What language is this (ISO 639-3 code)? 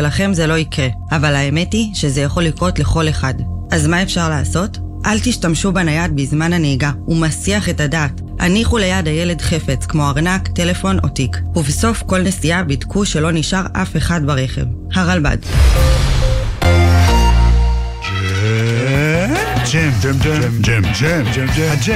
heb